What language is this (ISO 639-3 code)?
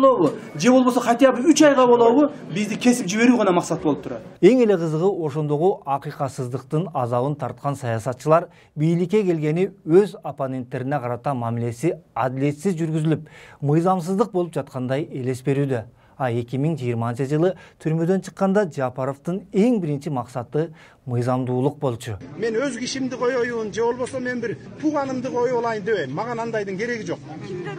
kir